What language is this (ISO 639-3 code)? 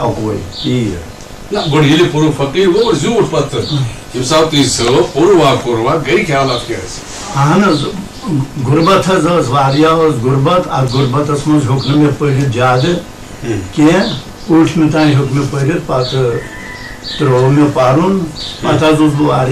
kas